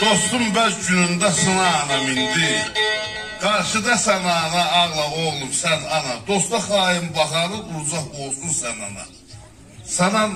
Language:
South Azerbaijani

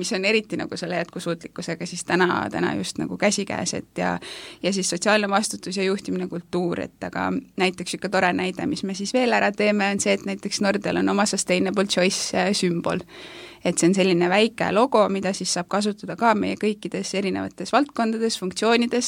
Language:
Estonian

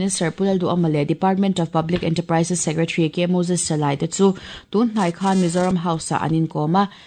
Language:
Mizo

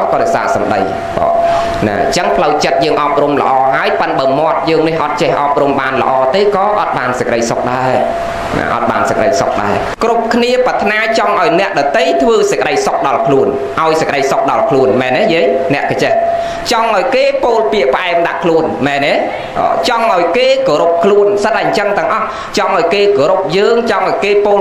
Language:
Khmer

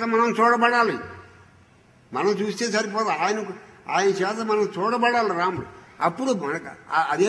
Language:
Telugu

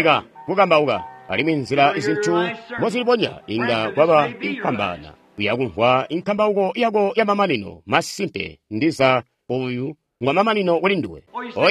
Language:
Tonga (Zambia)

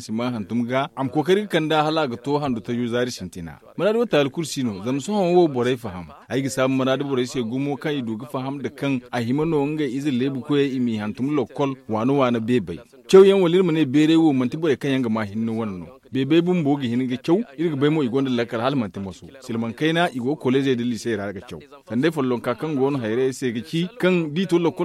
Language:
Zarma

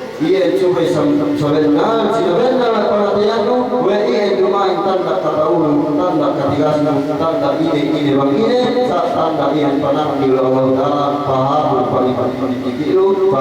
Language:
Yakan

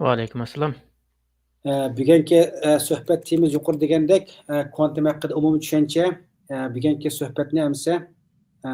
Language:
Uyghur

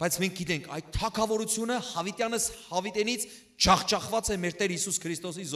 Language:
Western Armenian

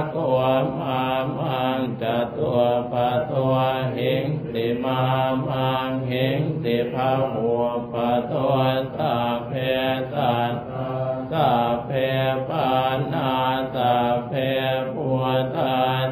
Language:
Pali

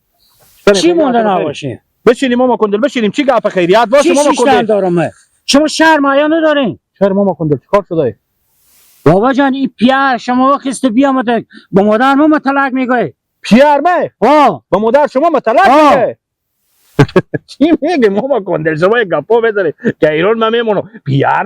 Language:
Hazaragi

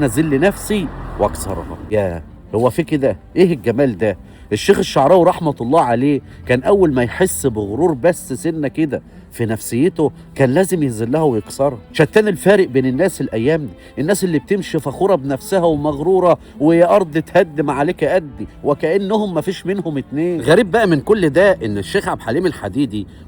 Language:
Egyptian Arabic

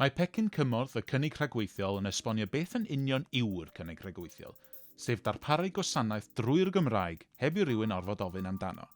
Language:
Welsh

